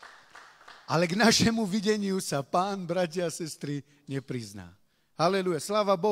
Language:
Slovak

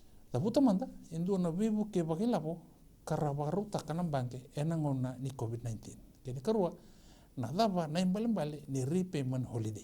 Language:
Fijian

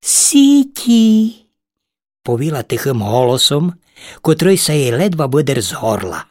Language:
Rusyn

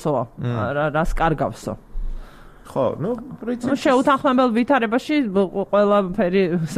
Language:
Georgian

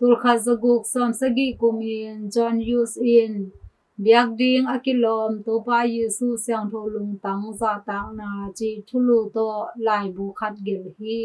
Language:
Tedim Chin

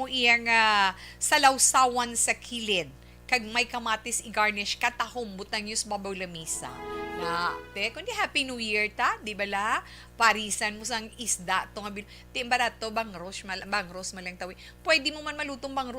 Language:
Hiligaynon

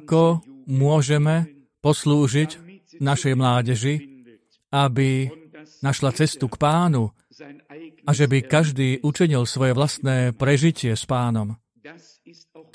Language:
Slovak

